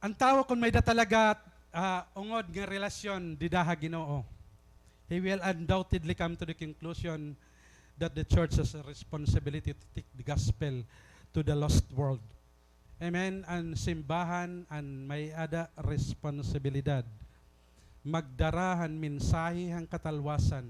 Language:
Waray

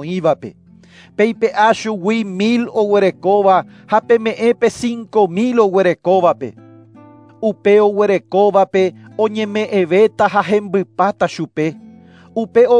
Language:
Guarani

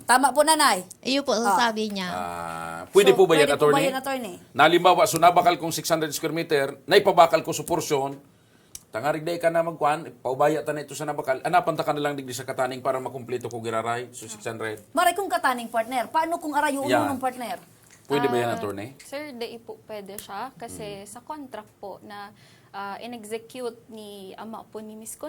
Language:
Bikol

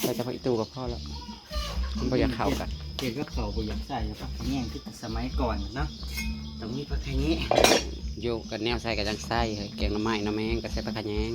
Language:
Northeastern Thai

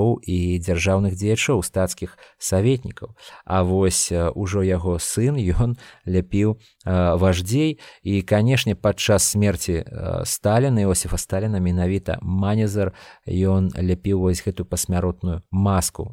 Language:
Belarusian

